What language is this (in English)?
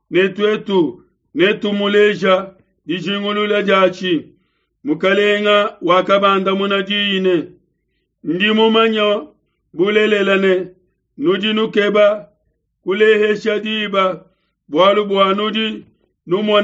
Luba-Lulua